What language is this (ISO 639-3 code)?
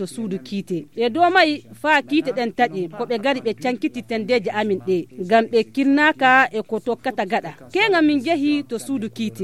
ful